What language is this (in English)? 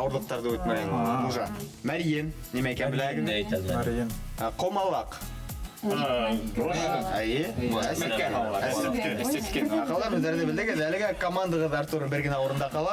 Bashkir